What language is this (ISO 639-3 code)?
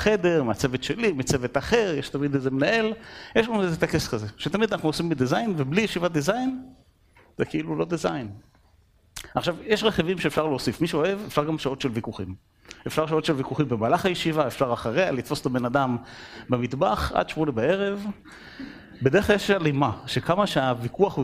heb